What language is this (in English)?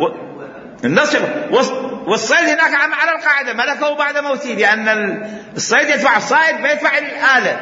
Mesopotamian Arabic